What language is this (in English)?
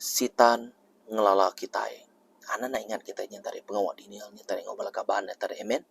Iban